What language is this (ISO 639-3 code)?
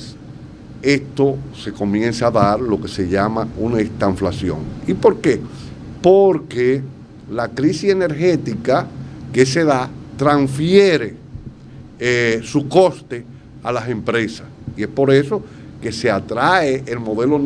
spa